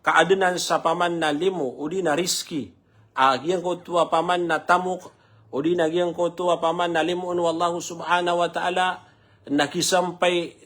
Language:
Maranao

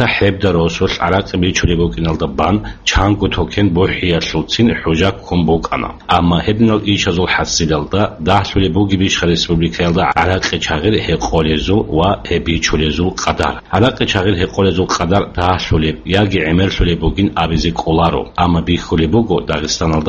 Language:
Avaric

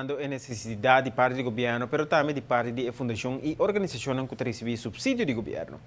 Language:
Papiamento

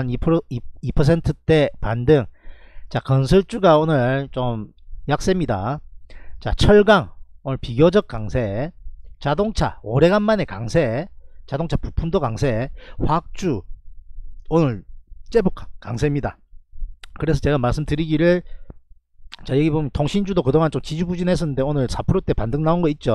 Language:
Korean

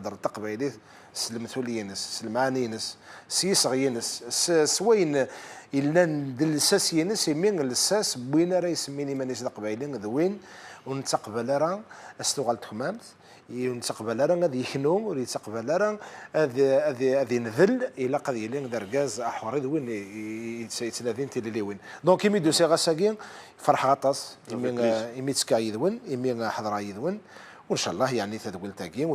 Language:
Kabyle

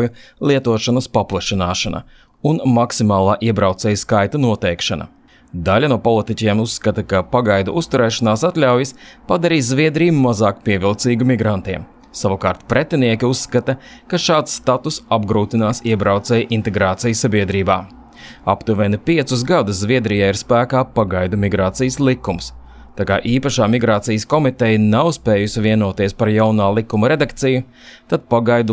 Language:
Latvian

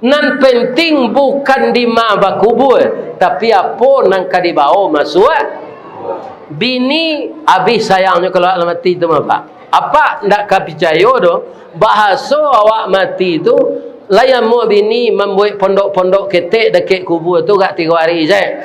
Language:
Minangkabau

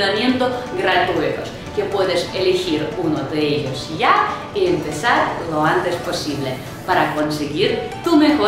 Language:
Spanish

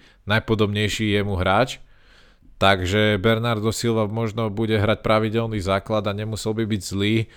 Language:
Slovak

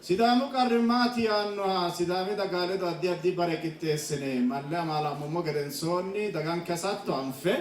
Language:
Sidamo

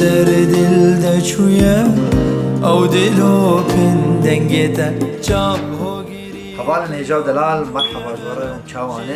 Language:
Kurdish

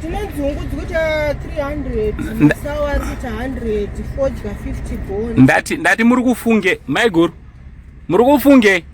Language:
Shona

